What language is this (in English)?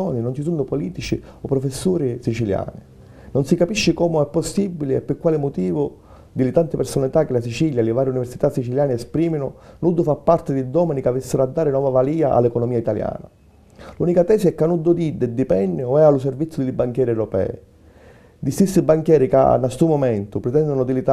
Sicilian